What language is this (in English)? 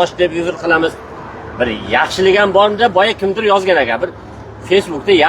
Uzbek